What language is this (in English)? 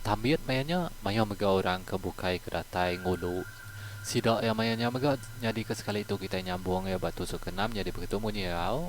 Iban